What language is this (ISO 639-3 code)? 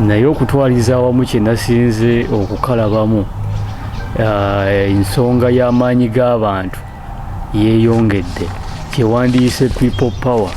lug